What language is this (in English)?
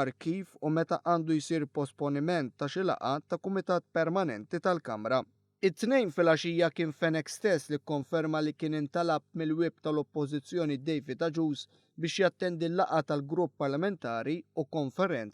Maltese